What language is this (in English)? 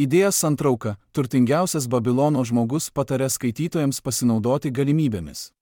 Lithuanian